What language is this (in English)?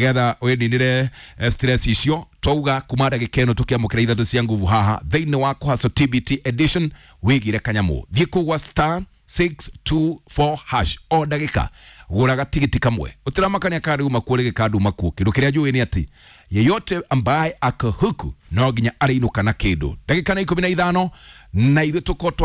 Kikuyu